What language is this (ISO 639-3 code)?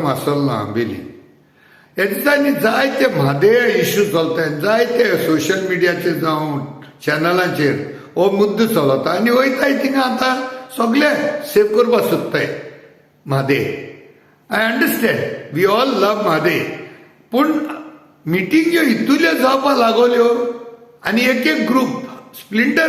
kok